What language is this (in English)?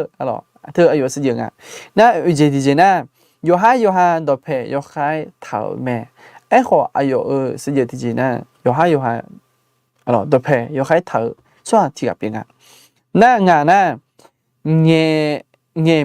Akha